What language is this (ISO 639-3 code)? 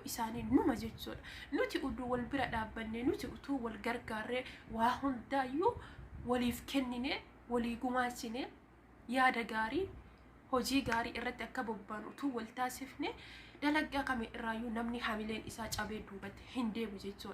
orm